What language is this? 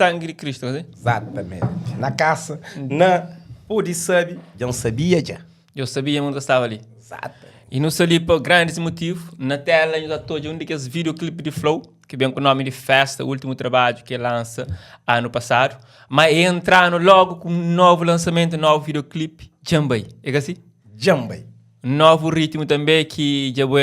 Kabuverdianu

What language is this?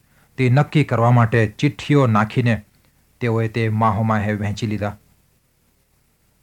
Gujarati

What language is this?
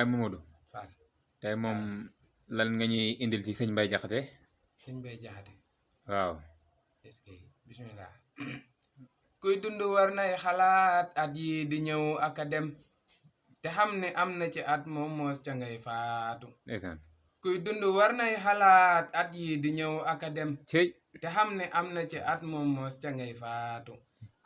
Wolof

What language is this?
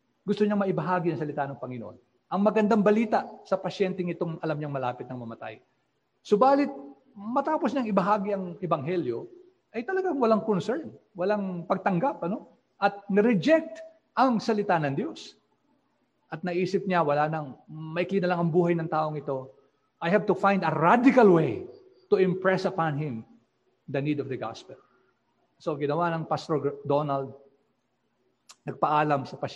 Filipino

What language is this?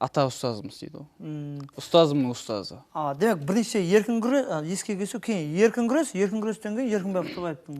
Kara-Kalpak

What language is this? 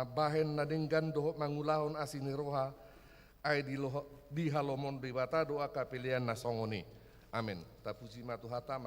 Batak Toba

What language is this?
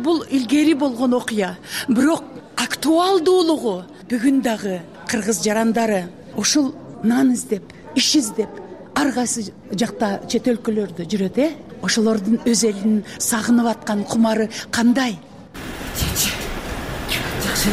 Kyrgyz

